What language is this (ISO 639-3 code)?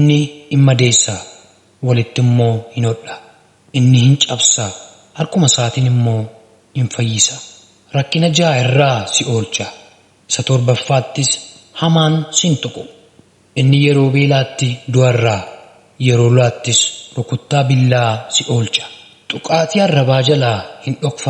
orm